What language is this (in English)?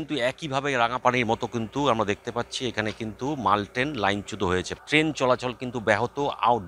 Bangla